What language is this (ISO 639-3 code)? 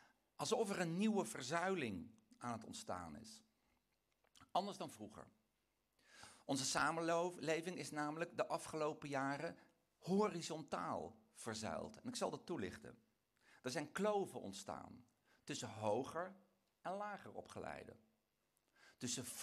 nld